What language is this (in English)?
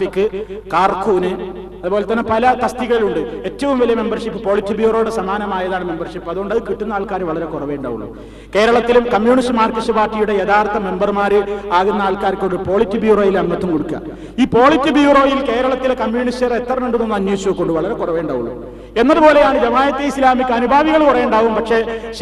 Malayalam